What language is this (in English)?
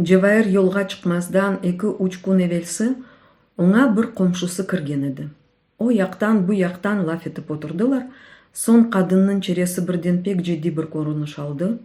Crimean Tatar